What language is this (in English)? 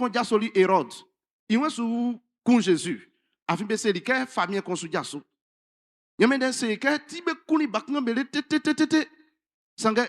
Baoulé